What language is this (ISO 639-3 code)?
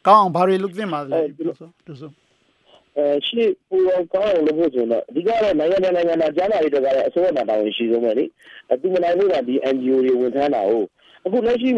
mya